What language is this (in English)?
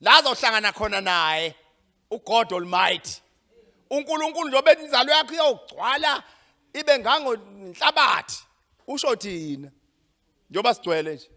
Zulu